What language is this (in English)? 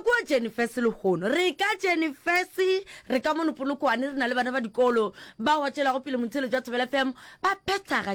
Northern Sotho